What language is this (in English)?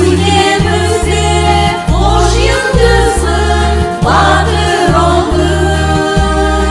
Crimean Tatar